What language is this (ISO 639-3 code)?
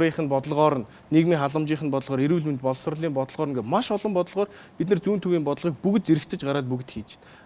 mon